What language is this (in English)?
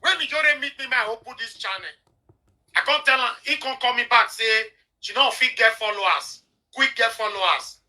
Nigerian Pidgin